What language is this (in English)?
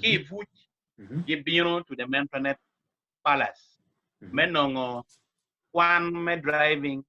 Acoli